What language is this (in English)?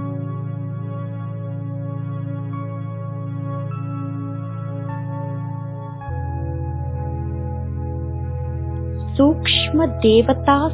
Kannada